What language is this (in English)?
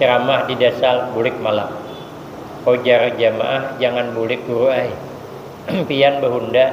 Banjar